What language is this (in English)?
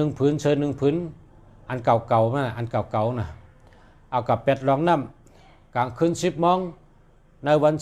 Shan